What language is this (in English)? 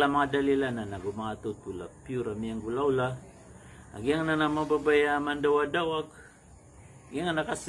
Maranao